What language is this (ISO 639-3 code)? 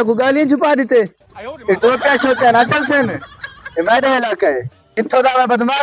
skr